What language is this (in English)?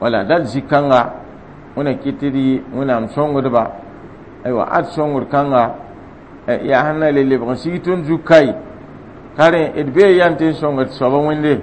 Mossi